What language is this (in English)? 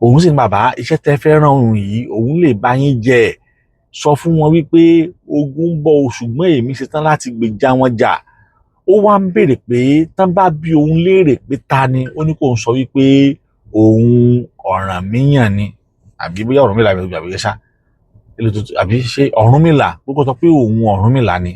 Yoruba